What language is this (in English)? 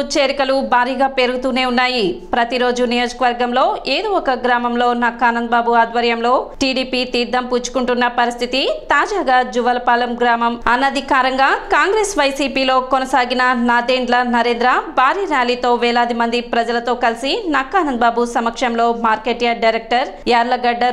Telugu